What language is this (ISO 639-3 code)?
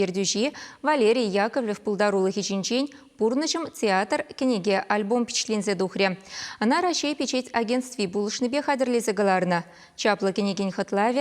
chv